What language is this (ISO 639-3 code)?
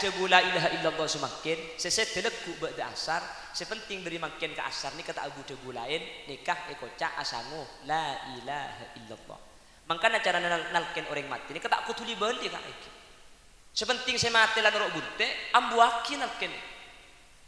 mad